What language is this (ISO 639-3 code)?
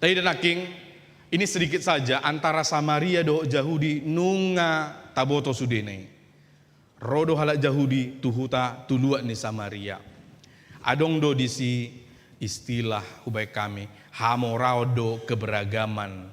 bbc